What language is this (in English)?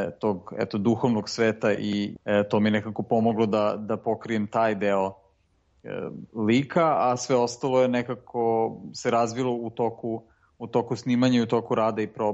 Serbian